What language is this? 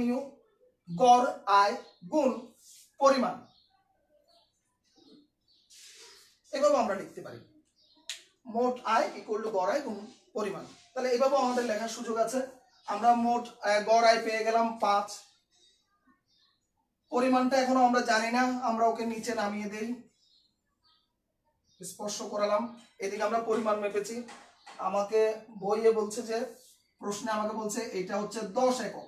Bangla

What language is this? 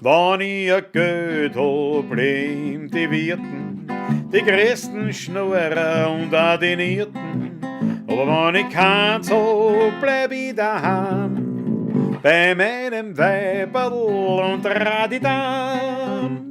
Bavarian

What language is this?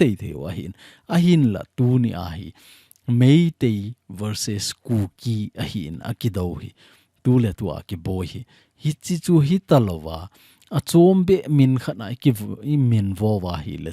Thado Chin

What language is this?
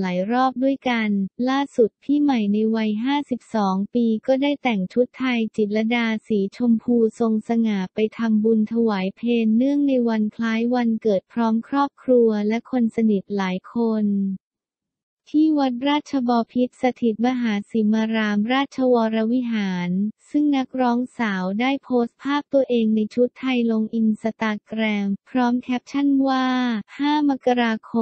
Thai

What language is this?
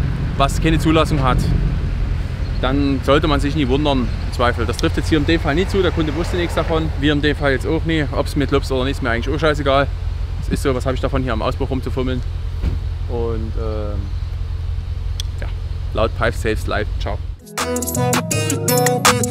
German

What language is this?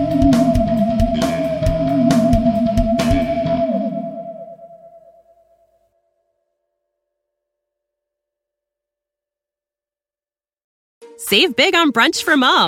Italian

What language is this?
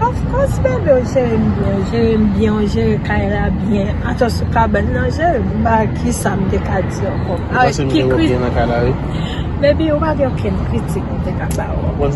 Haitian Creole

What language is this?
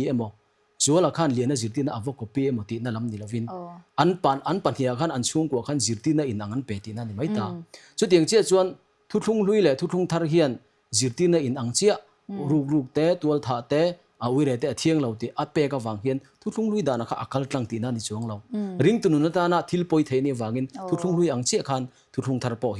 Mizo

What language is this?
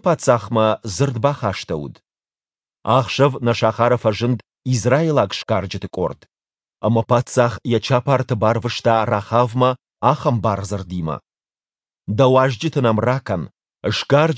Ossetic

